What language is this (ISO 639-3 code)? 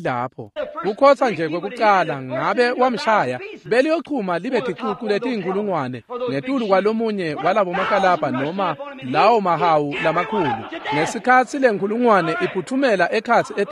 ssw